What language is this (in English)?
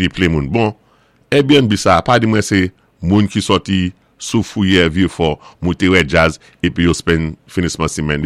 Saint Lucian Creole French